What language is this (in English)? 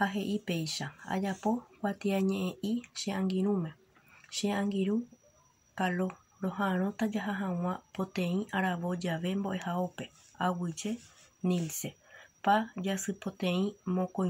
Guarani